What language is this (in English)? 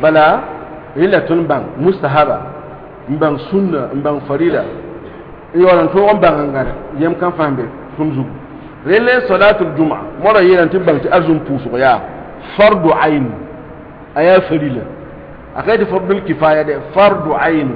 Mossi